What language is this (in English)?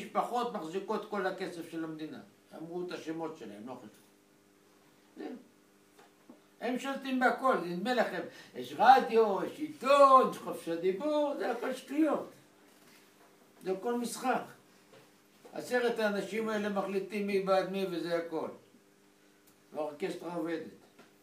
Hebrew